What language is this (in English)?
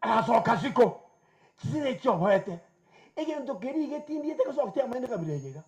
Gusii